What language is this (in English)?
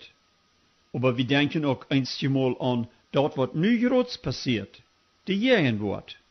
Plautdietsch